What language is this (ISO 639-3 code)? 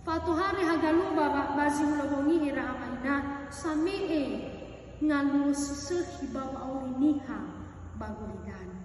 nia